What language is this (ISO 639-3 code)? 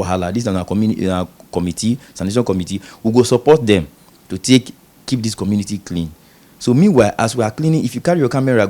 pcm